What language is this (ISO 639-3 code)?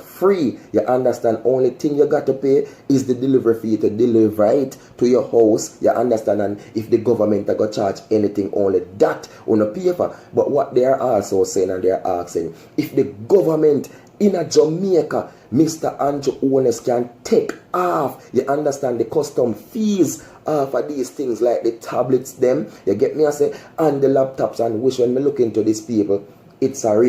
jam